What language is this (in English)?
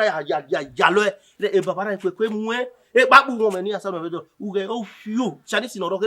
Bini